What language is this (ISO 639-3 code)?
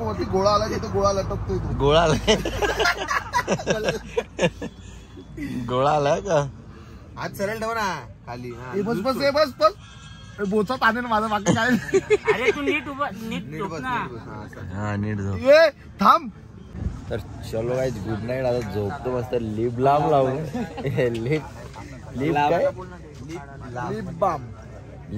mar